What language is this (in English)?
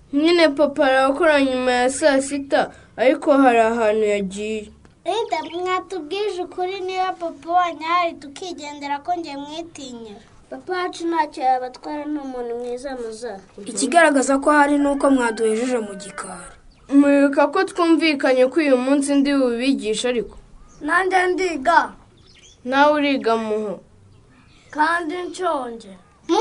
Kinyarwanda